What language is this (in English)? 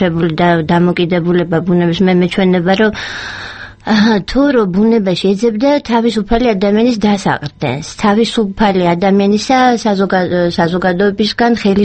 Georgian